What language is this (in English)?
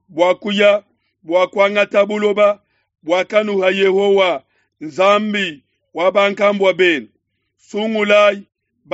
Luba-Lulua